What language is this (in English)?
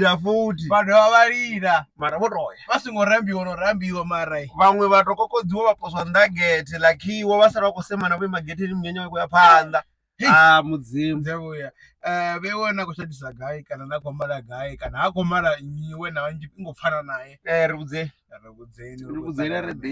Venda